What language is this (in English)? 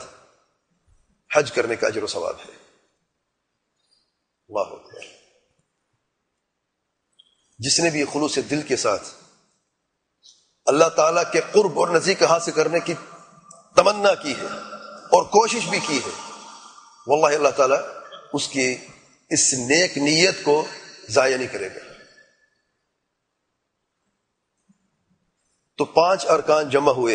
Urdu